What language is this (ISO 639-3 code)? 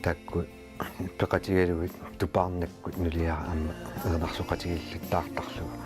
kal